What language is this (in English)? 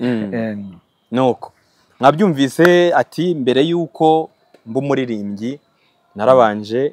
Kinyarwanda